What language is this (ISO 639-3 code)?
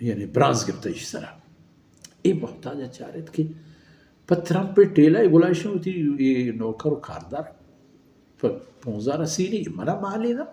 bal